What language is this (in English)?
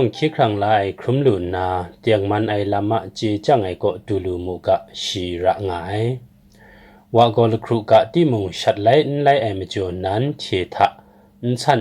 Kachin